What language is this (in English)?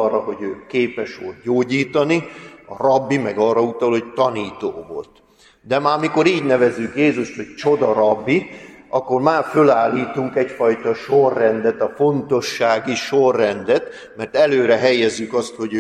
Hungarian